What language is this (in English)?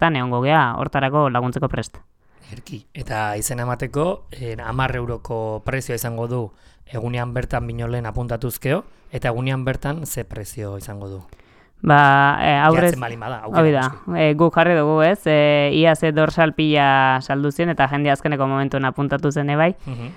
Basque